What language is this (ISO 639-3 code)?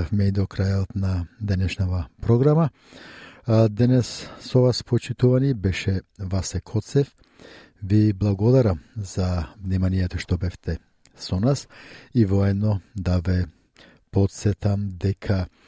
mkd